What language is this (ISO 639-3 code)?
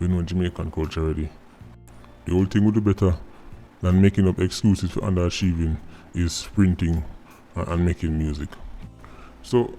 jam